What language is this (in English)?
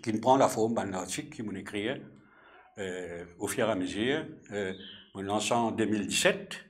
Morisyen